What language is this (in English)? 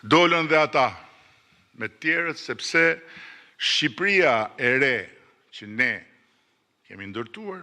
Albanian